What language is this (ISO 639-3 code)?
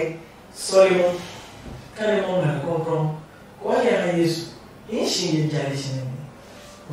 ada